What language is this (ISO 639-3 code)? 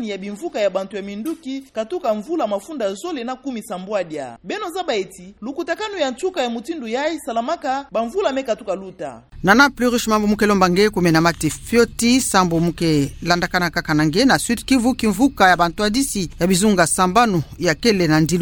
ktu